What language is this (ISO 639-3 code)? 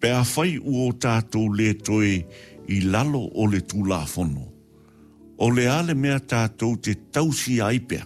smo